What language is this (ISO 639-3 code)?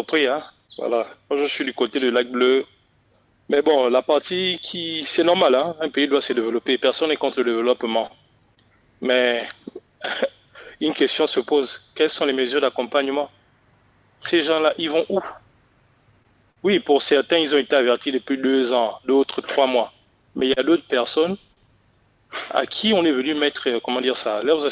fra